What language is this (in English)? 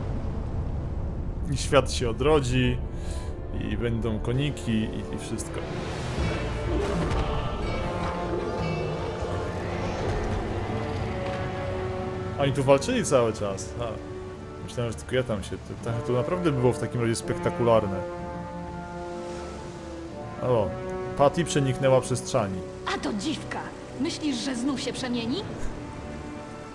Polish